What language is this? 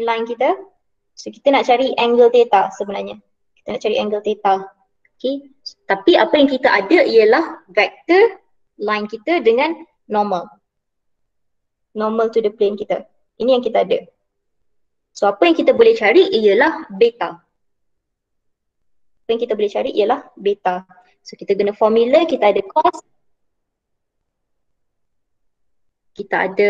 Malay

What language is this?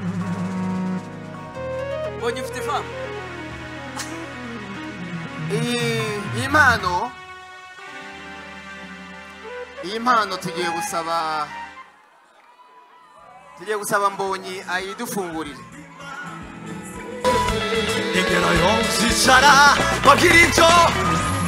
Kinyarwanda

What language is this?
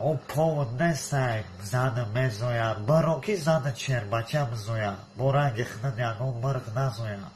Tajik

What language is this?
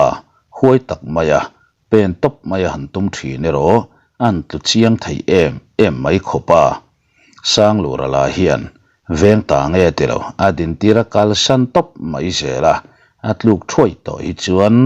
Mizo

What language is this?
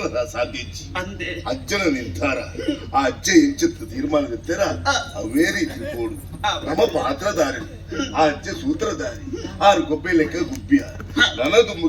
Tulu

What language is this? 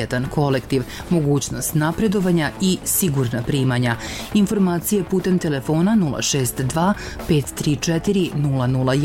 Serbian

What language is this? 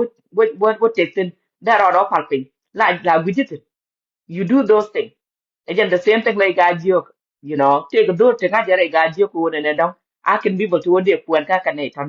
Nuer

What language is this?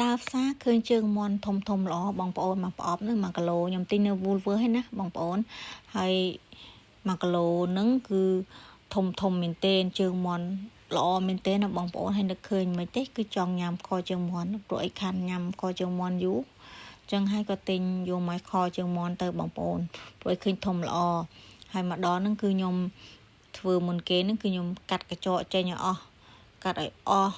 Khmer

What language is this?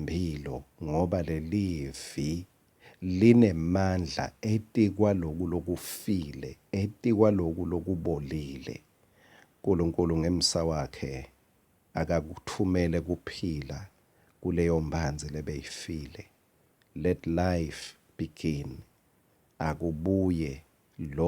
Swati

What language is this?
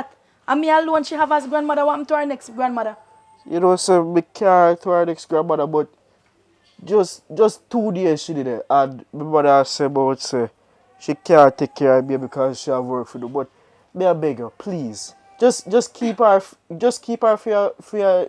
Jamaican Creole English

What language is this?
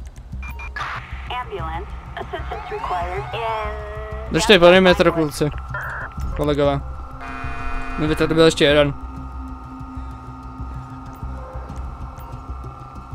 Czech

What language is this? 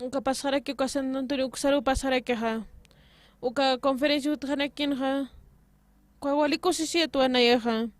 Aymara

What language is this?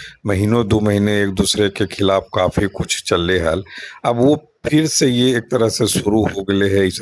Magahi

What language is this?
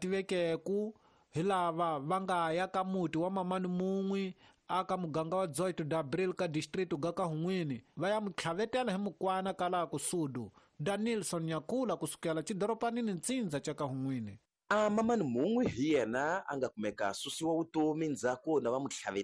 Tsonga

